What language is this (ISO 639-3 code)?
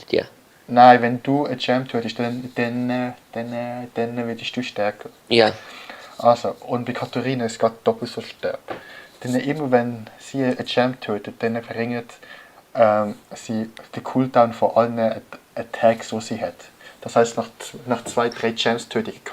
gsw